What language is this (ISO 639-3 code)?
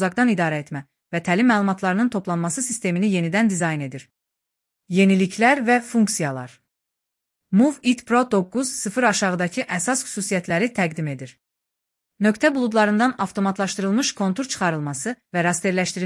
aze